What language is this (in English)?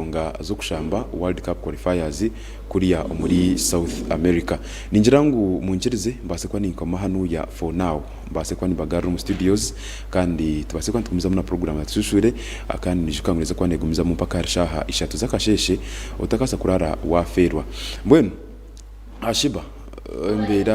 Nyankole